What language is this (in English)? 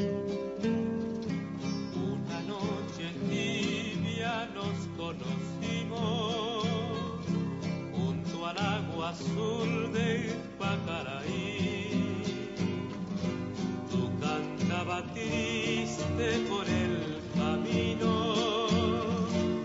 Catalan